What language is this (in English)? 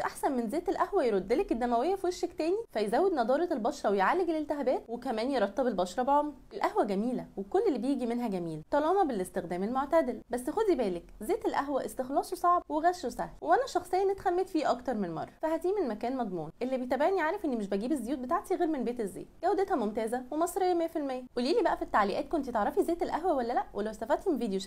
Egyptian Arabic